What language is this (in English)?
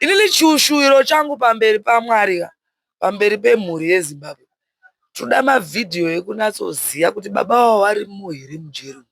Shona